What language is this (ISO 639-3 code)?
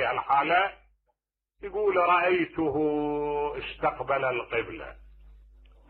acm